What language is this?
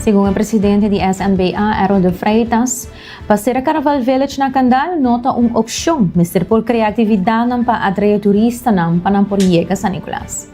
Papiamento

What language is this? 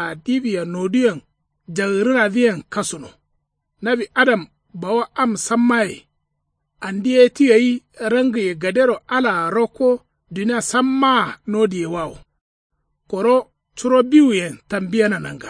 Kanuri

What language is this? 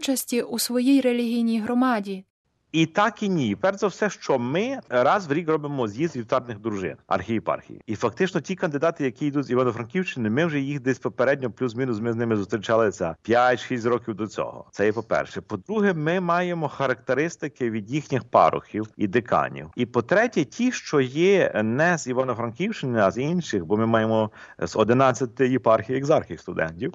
Ukrainian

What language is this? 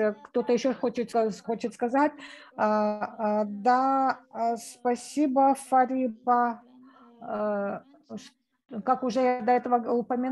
Russian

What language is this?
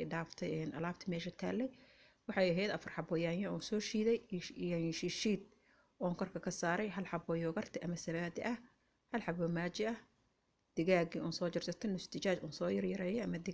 Somali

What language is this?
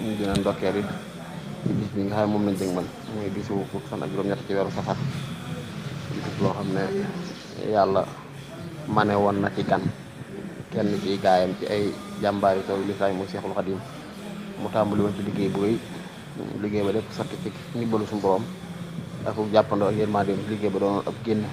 Wolof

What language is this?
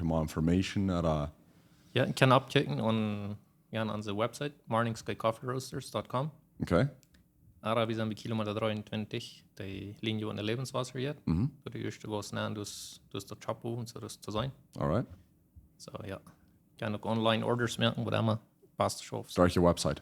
Plautdietsch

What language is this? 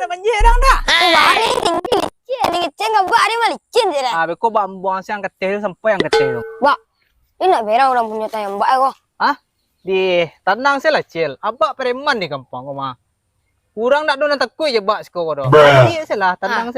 Minangkabau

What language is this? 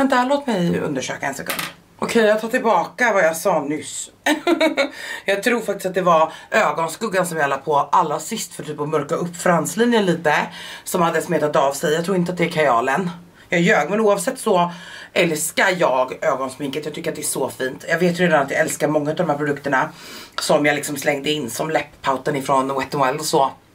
Swedish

